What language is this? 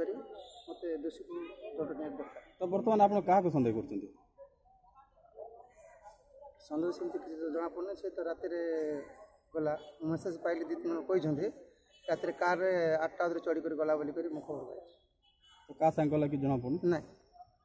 Odia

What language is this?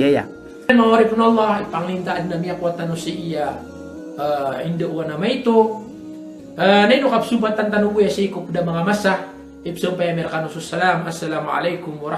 Maranao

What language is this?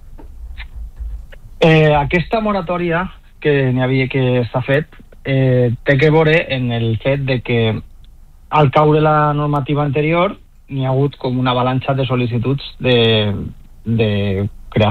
Catalan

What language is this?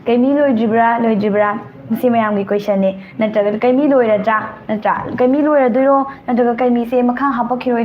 Manipuri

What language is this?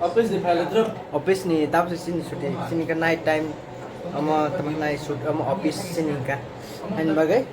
Kok Borok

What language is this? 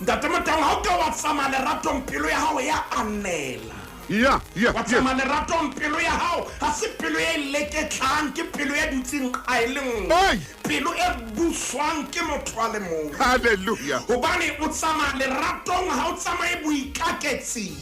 Southern Sotho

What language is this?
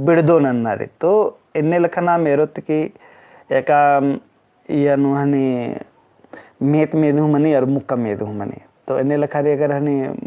Kurukh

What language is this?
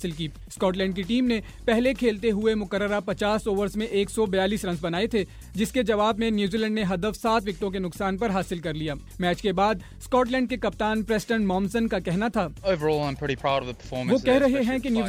Urdu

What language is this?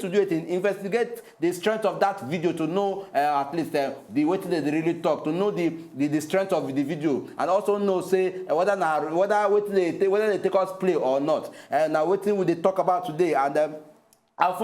Nigerian Pidgin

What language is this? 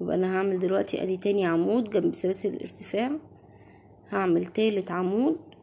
Egyptian Arabic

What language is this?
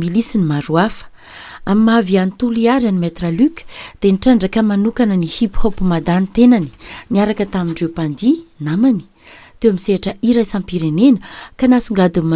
Malagasy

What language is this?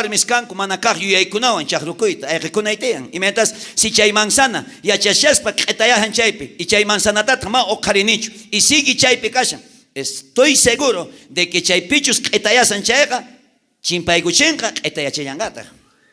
South Bolivian Quechua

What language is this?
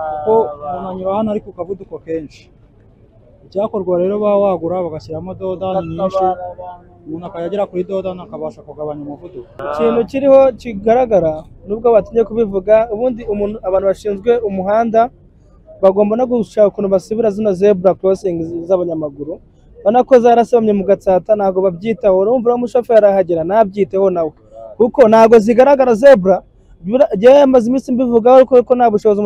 Kinyarwanda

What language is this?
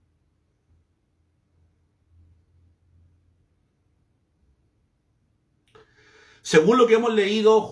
Spanish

